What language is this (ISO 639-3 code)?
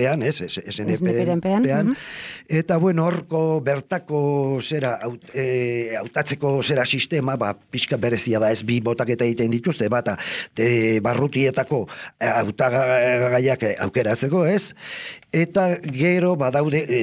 eus